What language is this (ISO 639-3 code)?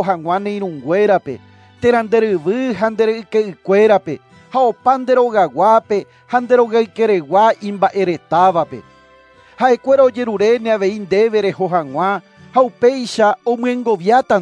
grn